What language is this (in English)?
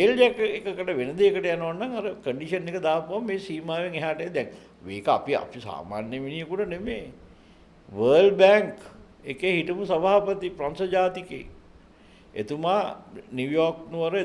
Sinhala